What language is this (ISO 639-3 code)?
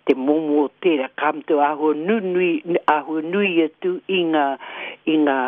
mri